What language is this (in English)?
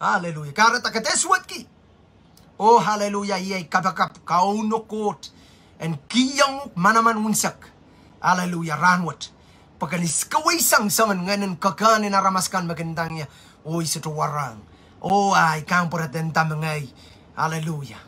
Pohnpeian